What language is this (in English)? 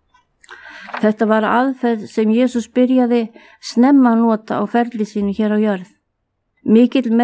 Icelandic